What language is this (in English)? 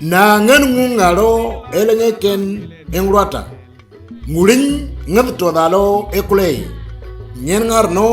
Moro